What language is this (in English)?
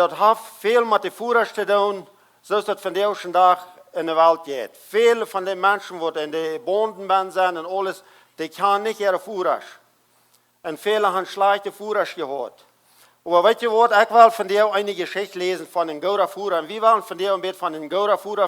Plautdietsch